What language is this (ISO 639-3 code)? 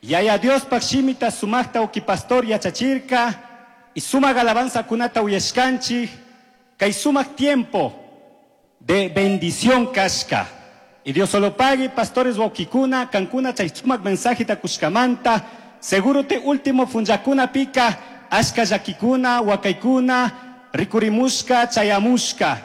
qug